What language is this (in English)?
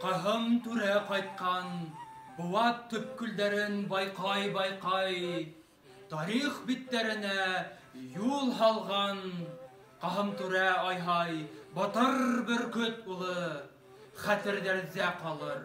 Bashkir